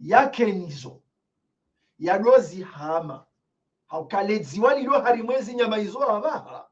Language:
Ngazidja Comorian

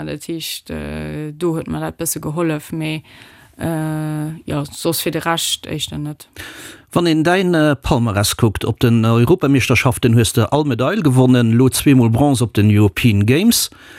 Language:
Luxembourgish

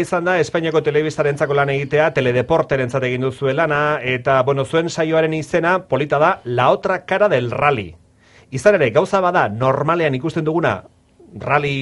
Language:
Basque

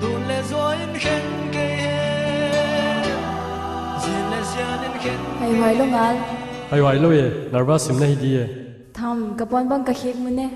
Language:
Paite Chin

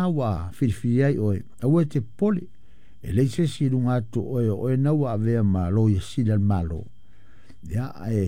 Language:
Samoan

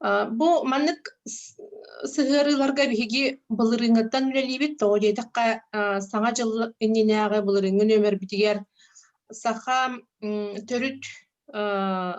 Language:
Yakut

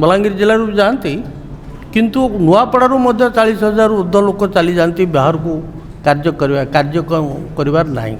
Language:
Odia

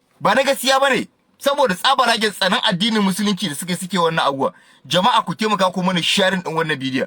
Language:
Hausa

